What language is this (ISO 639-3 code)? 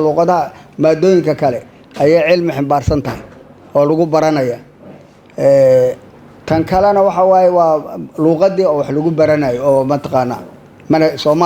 som